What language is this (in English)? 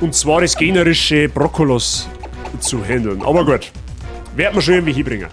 Bavarian